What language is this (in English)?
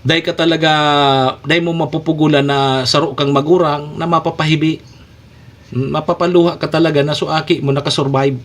Bikol